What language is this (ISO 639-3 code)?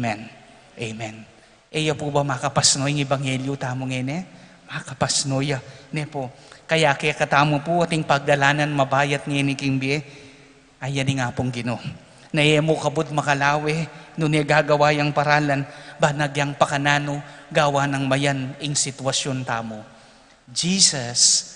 pam